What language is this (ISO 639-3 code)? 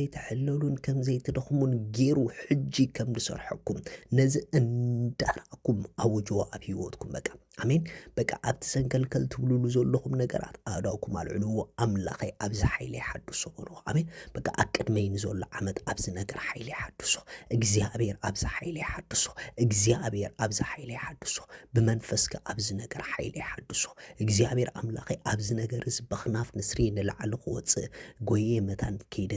tir